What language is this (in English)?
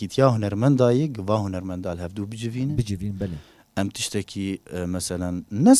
Kurdish